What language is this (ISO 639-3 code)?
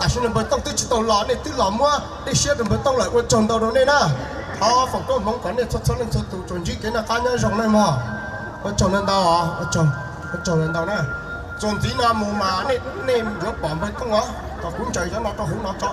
hmn